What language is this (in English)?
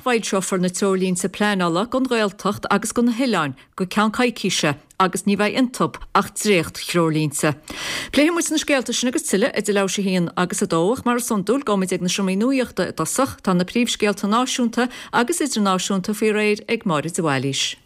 Irish